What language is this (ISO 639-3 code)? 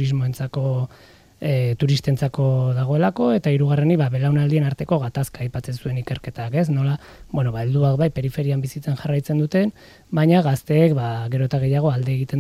eus